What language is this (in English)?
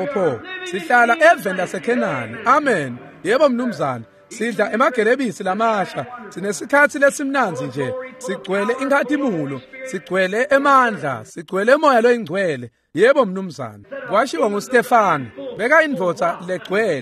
Swati